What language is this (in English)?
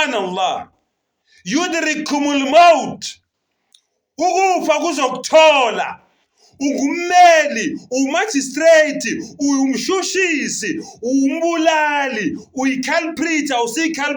Zulu